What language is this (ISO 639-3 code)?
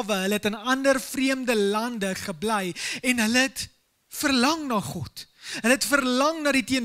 afr